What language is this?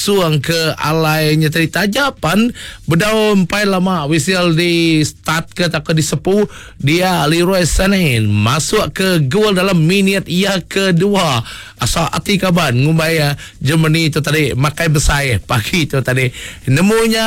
Iban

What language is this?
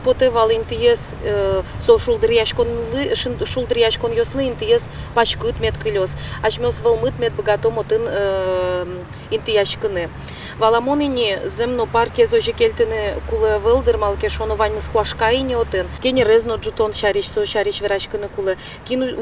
Udmurt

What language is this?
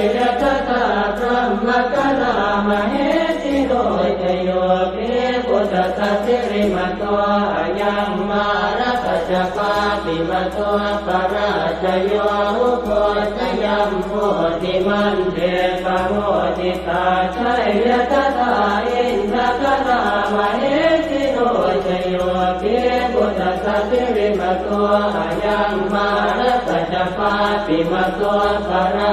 Pali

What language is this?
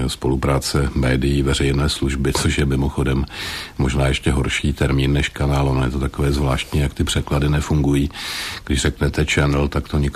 Czech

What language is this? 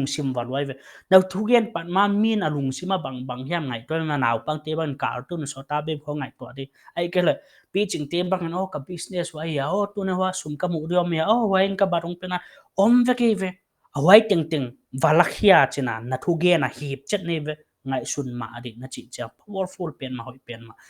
Paite Chin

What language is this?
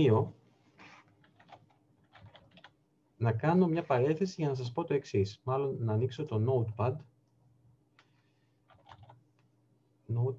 Greek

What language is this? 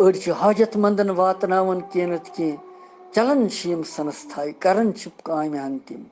Kashmiri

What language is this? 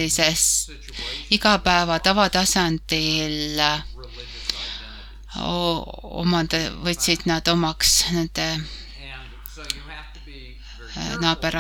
Estonian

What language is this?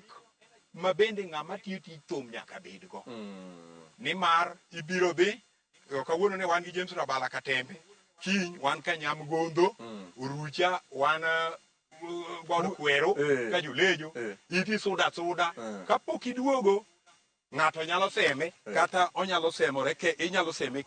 Luo (Kenya and Tanzania)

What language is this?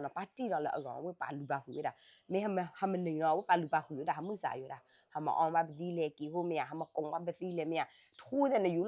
S'gaw Karen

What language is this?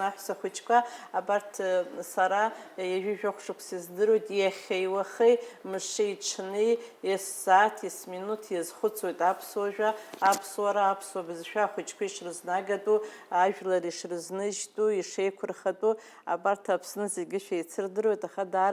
Abkhazian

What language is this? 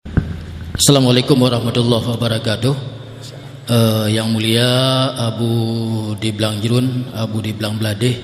Achinese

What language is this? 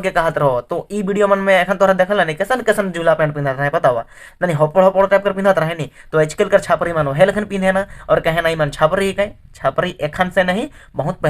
Sadri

